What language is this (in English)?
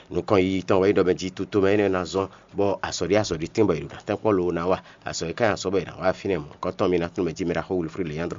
Fon